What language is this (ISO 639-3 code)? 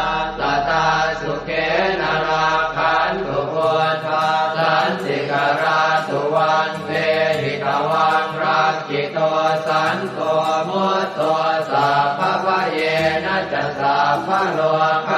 pli